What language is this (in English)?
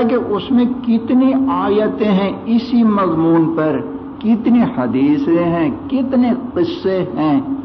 Urdu